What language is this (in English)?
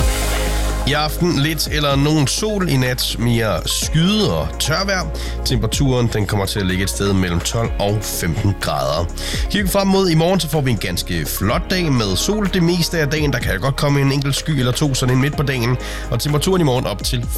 Danish